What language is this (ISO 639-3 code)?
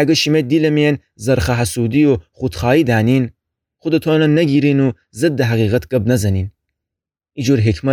glk